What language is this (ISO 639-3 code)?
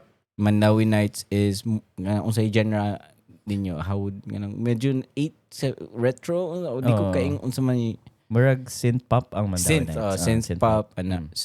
ceb